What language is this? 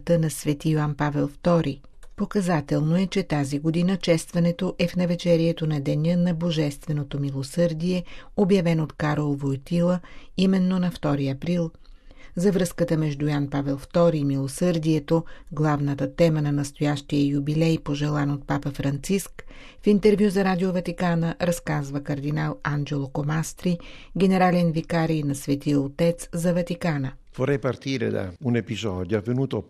Bulgarian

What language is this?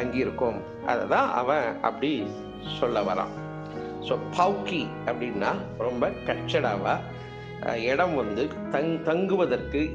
Tamil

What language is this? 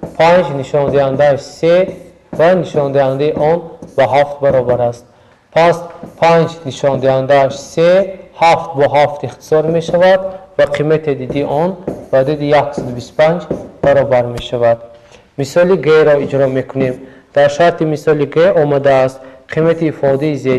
Tajik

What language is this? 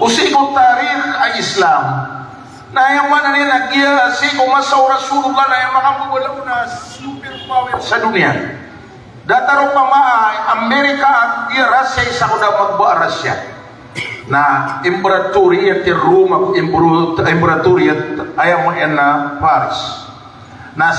Maranao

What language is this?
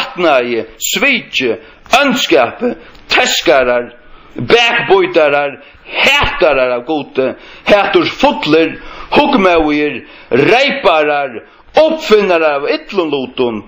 Faroese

